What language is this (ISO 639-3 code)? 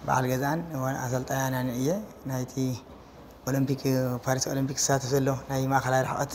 tir